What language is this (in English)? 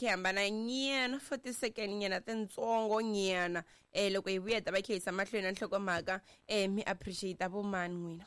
Tsonga